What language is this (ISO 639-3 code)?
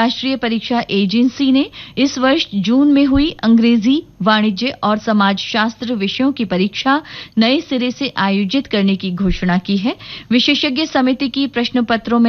hin